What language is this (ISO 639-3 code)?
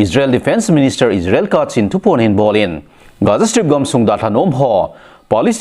tcz